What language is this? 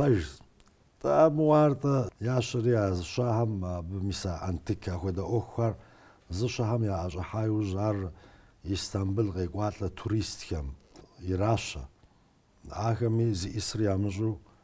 Kabardian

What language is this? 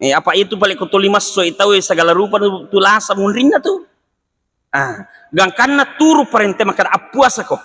Buginese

